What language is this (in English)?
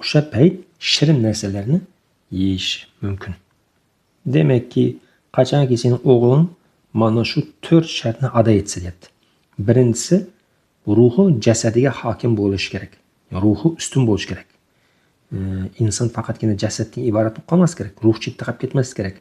Uzbek